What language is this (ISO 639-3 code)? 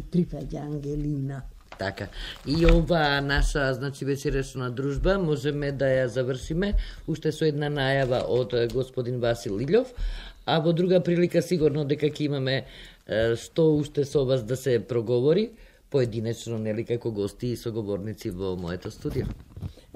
mkd